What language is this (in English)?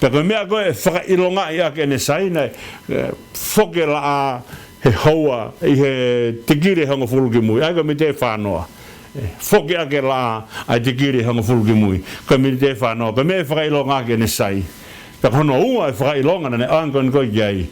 Tongan